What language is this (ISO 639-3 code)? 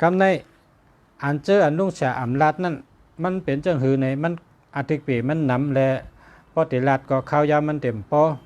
shn